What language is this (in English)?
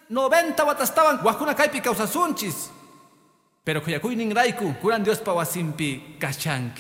Quechua